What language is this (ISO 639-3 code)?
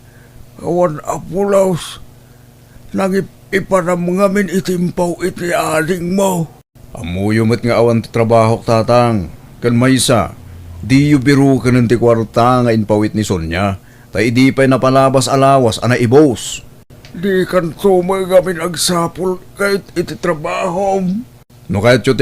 ilo